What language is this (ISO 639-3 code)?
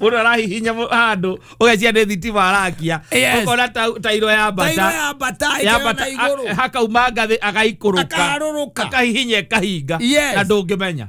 kik